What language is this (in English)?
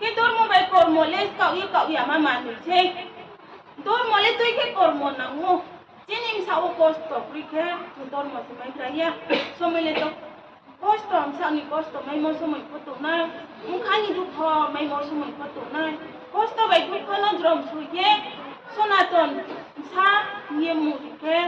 Riang (India)